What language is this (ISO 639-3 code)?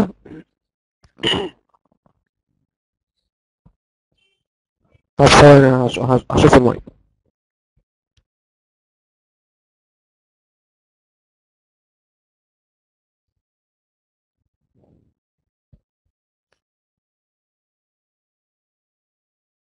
arz